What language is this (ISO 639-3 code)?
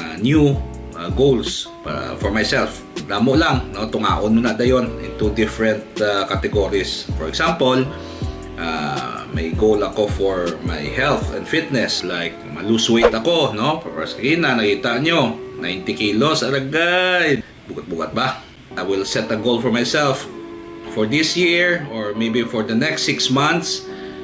hil